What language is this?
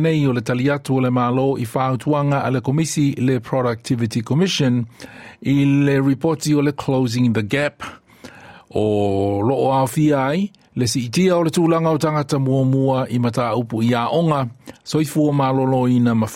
Samoan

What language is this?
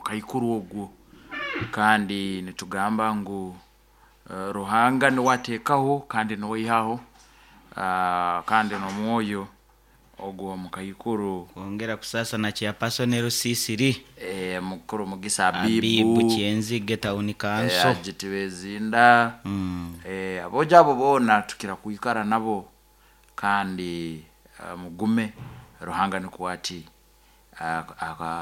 Nyoro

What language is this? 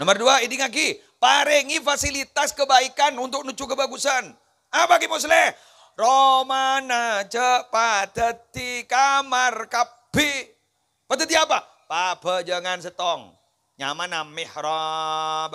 Madurese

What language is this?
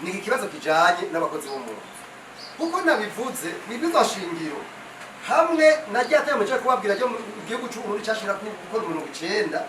Rundi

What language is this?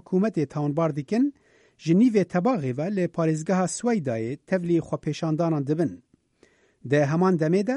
Kurdish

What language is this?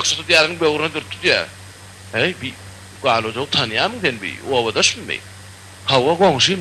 Turkmen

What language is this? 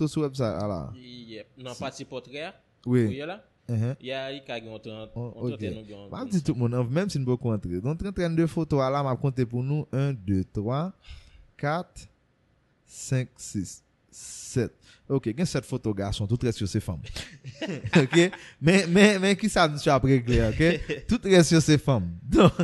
Haitian Creole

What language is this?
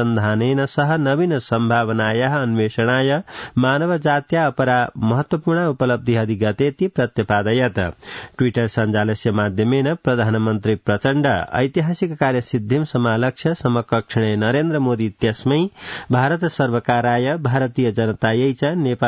Sanskrit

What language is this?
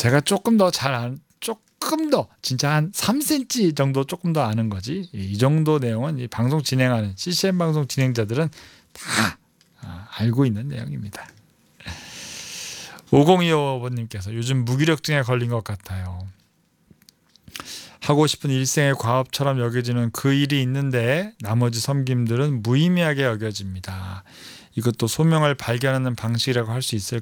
Korean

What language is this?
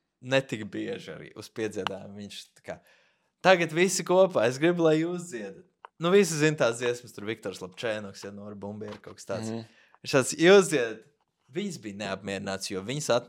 Latvian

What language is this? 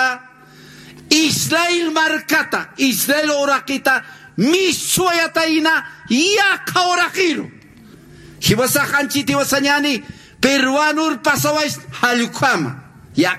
Aymara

